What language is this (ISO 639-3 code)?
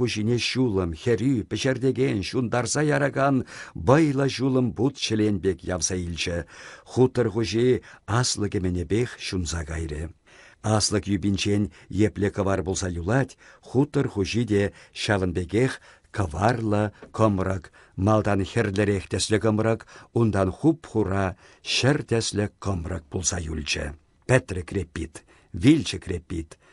chv